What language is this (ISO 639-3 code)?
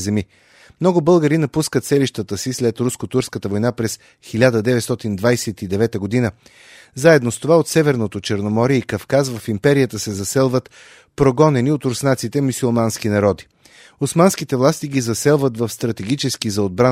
bul